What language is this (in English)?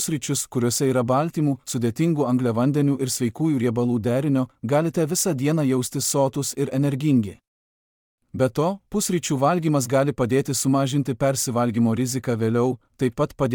Lithuanian